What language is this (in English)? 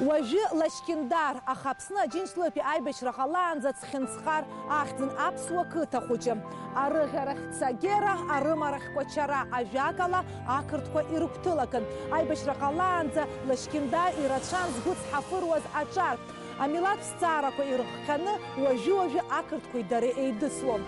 Abkhazian